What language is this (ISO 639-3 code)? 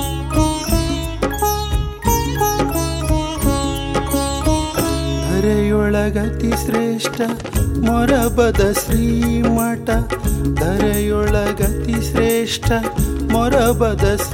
kan